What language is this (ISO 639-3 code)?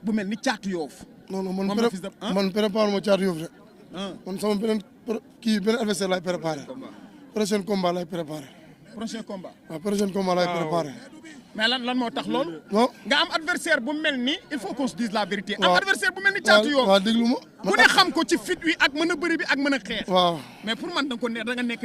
wol